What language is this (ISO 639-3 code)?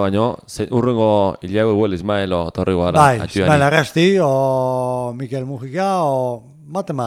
eus